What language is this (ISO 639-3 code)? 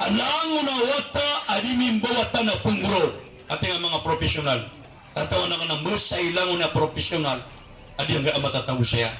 mrw